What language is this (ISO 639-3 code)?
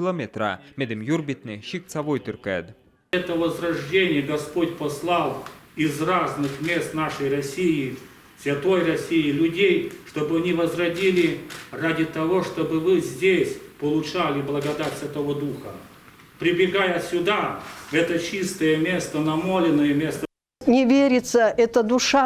kom